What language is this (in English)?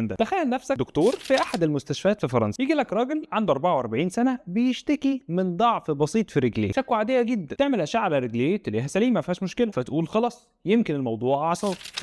Egyptian Arabic